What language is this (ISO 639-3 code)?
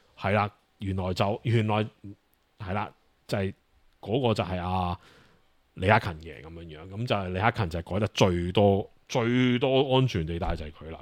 yue